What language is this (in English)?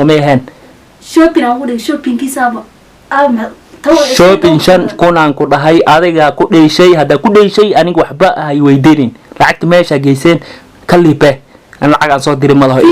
Somali